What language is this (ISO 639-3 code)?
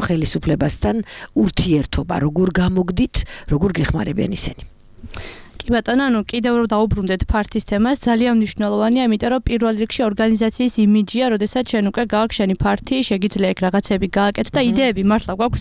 kat